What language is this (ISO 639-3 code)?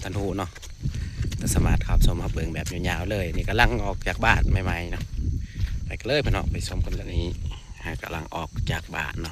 tts